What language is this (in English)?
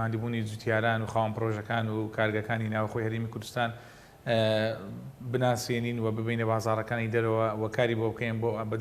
Central Kurdish